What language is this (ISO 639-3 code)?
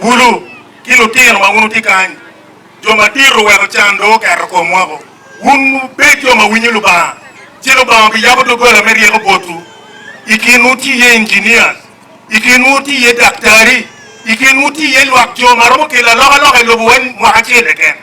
ach